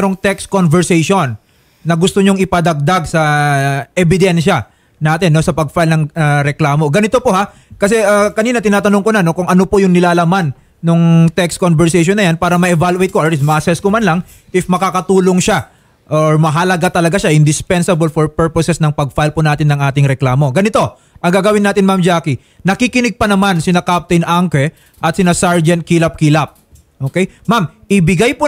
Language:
Filipino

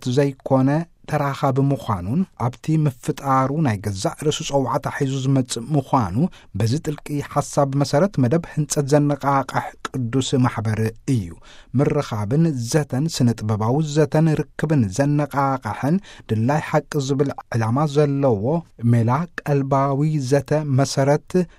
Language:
Tigrinya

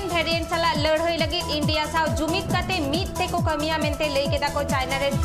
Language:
Santali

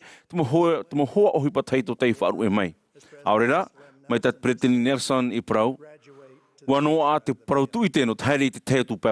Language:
Tahitian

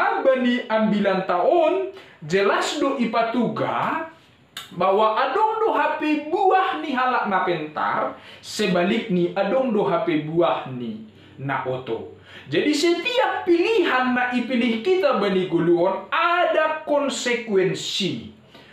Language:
Batak Simalungun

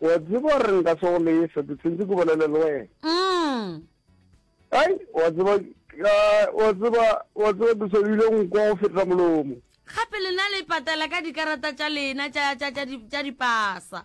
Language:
Northern Sotho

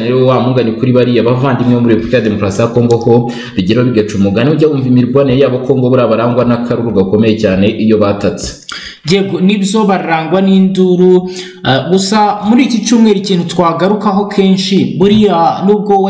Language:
Kinyarwanda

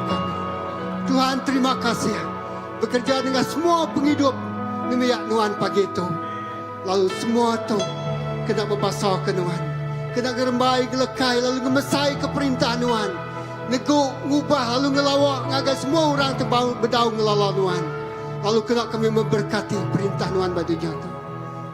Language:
Iban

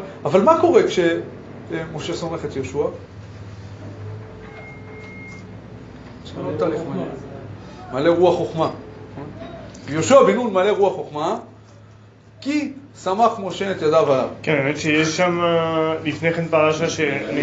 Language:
Hebrew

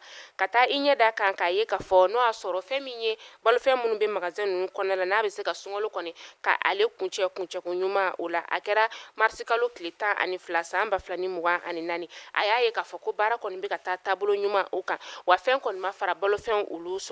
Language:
Bambara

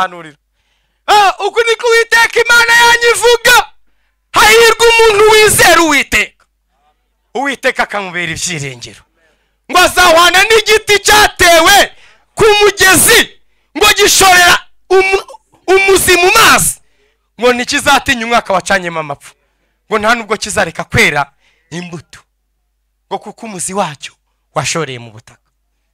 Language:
Kinyarwanda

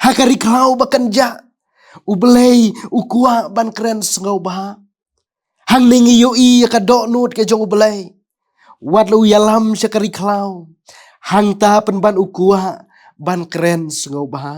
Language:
Khasi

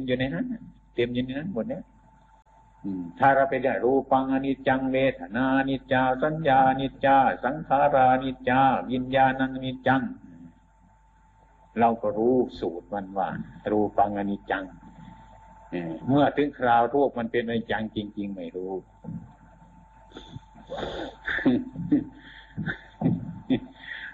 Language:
Thai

